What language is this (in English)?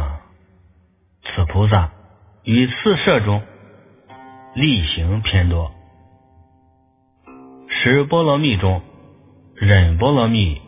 Chinese